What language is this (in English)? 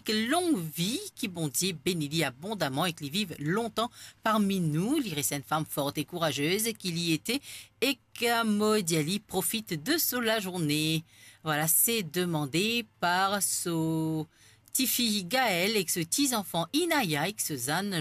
Morisyen